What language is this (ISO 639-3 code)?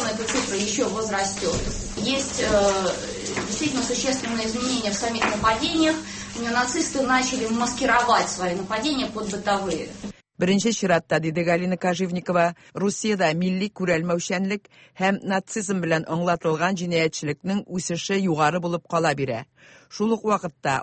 tat